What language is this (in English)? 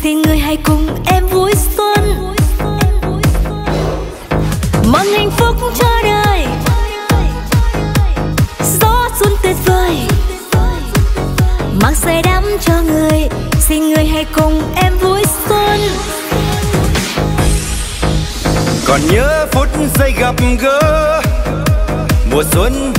Vietnamese